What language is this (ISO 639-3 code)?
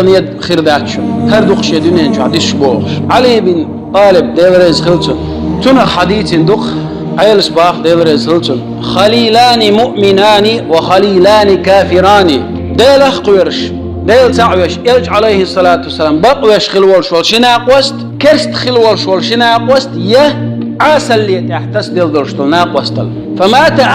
che